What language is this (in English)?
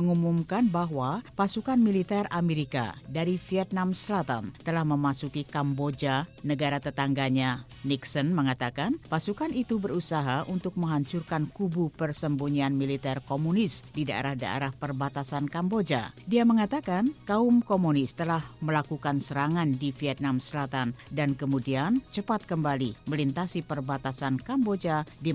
Indonesian